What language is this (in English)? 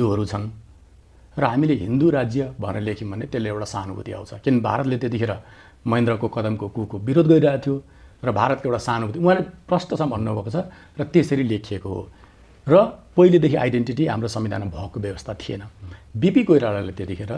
Nepali